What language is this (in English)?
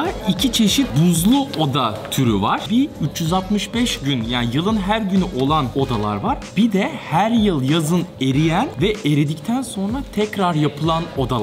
Turkish